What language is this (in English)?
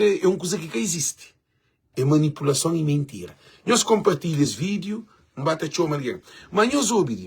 Kabuverdianu